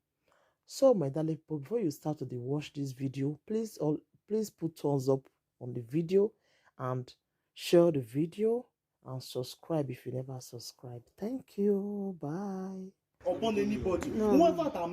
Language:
Nigerian Pidgin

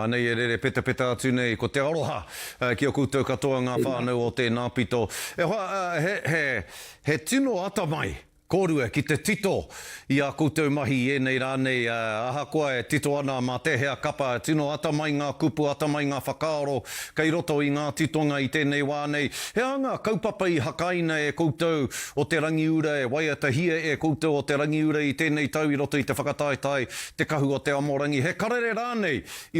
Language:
Māori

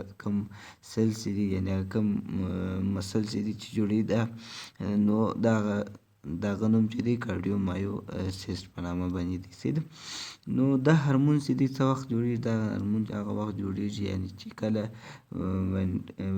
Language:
Pashto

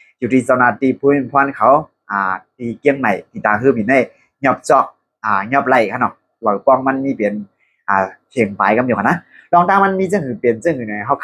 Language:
Shan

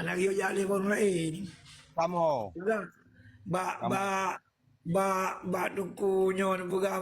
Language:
Achinese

